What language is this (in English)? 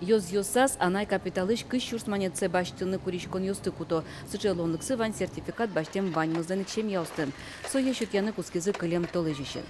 Udmurt